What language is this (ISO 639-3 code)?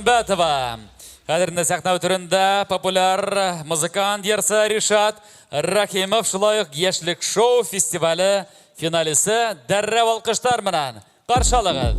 bak